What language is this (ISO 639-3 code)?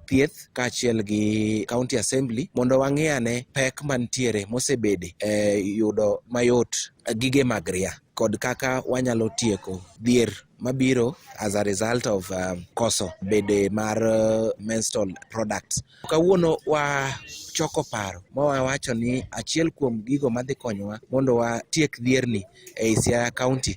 luo